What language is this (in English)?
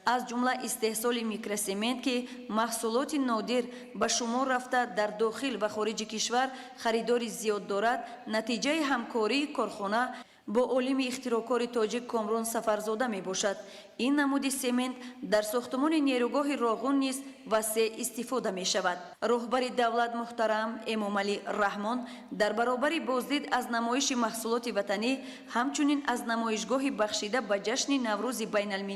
Tajik